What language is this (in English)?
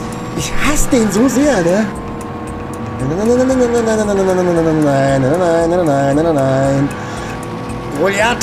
German